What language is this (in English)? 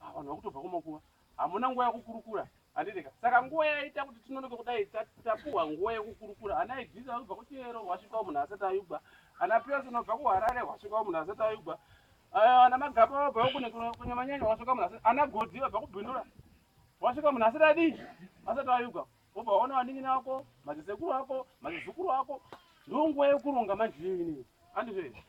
Shona